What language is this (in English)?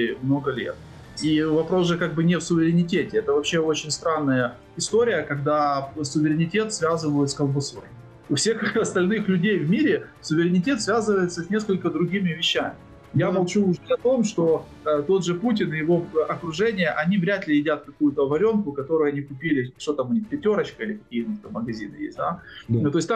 Russian